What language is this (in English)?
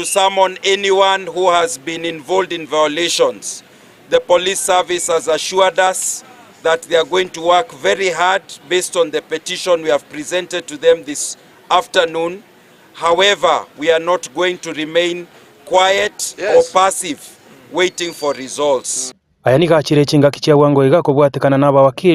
Gusii